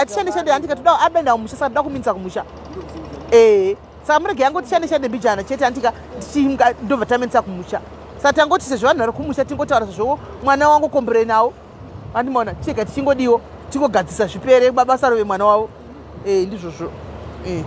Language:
Shona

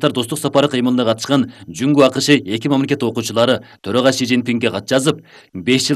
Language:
Kyrgyz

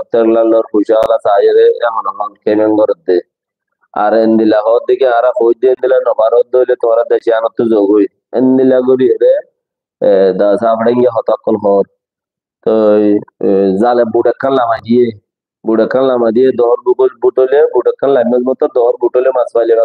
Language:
Rohingya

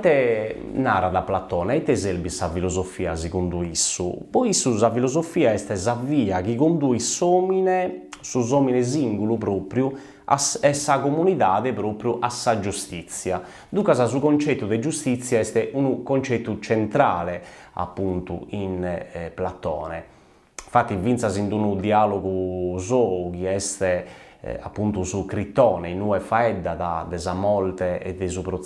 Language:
Sardinian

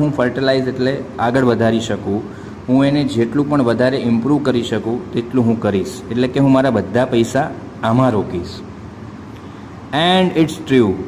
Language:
Gujarati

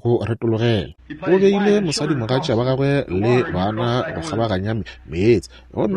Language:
Northern Sotho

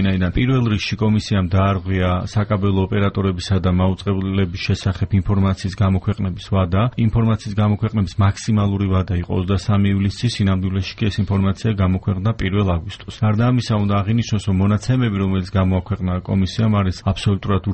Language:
Georgian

